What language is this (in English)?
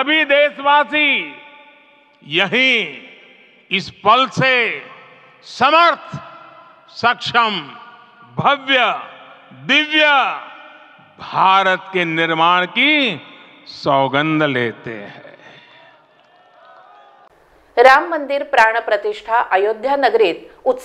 Marathi